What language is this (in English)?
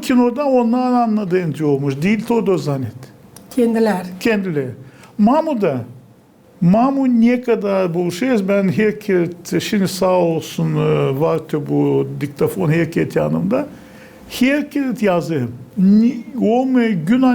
Gagauz